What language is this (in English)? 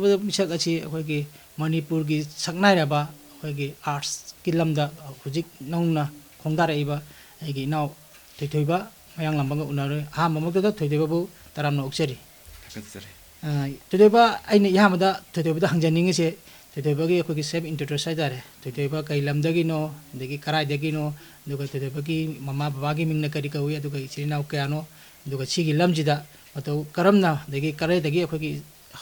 Manipuri